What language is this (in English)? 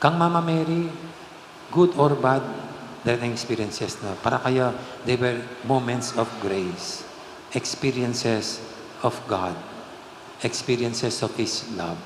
Pampanga